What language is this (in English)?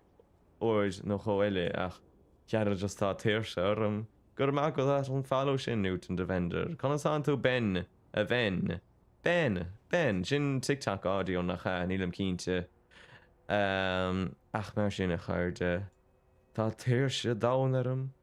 Irish